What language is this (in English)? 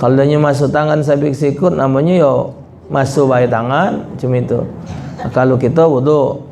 Musi